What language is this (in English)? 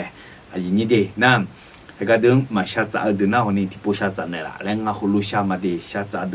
Akha